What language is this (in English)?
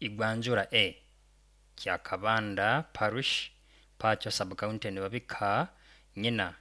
Nyoro